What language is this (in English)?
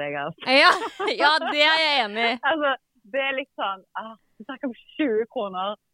Norwegian